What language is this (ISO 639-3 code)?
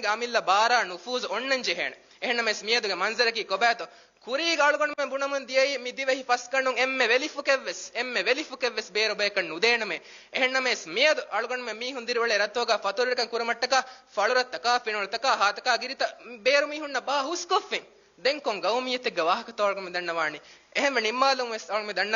div